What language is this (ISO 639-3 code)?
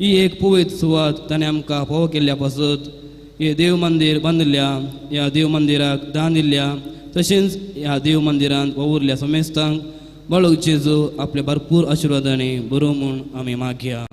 kok